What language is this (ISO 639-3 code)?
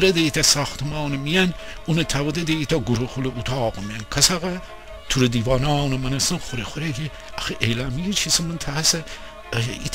glk